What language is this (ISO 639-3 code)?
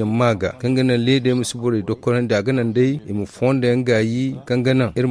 dje